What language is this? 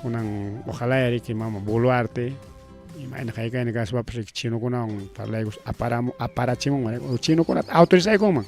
Ayacucho Quechua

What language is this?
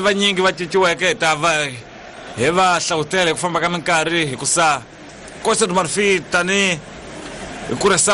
Tsonga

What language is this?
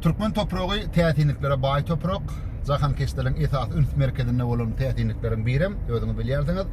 Turkmen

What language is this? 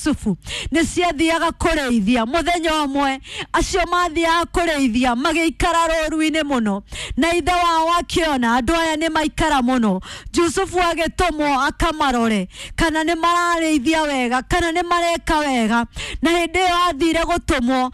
Kikuyu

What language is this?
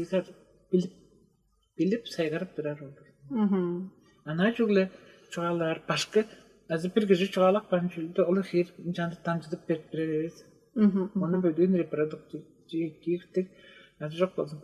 Tuvinian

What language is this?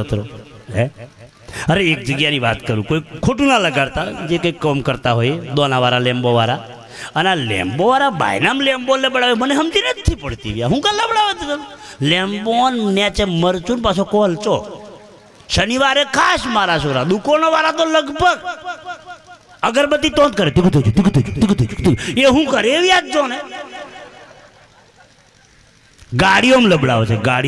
Gujarati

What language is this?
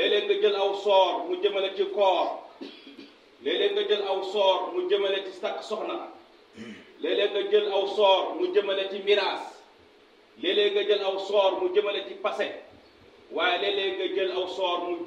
Wolof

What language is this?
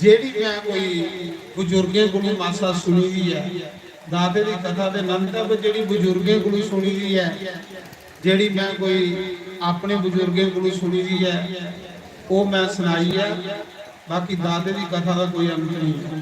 Dogri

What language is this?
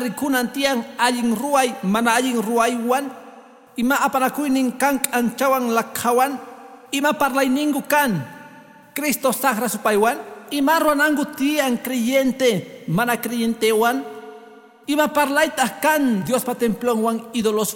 Quechua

